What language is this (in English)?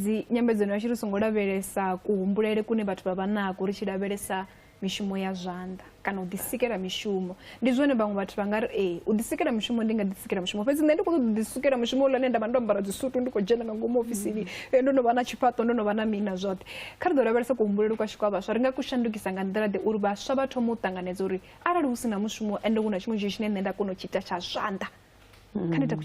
Venda